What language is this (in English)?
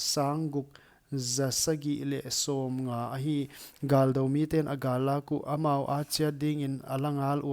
Paite Chin